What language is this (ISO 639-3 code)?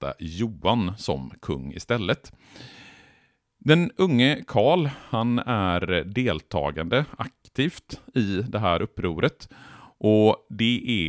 swe